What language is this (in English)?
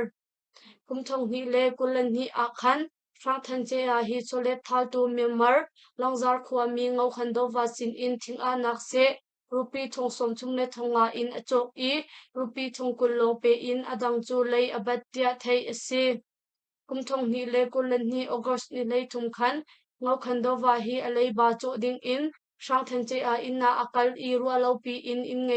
Hakha Chin